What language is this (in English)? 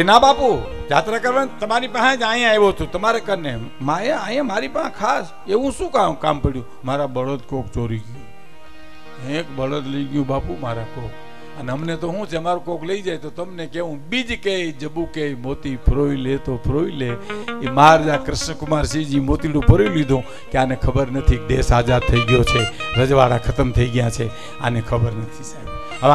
Gujarati